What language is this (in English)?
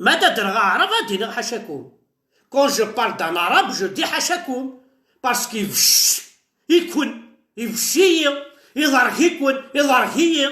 Kabyle